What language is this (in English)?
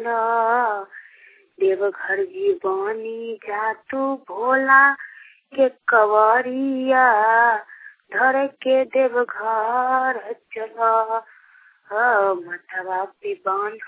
Bhojpuri